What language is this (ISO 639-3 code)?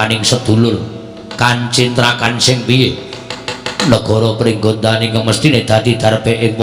jav